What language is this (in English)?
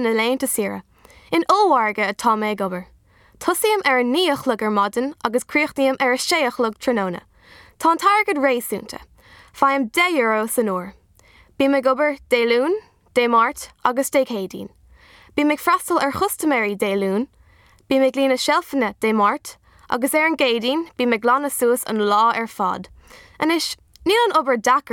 Irish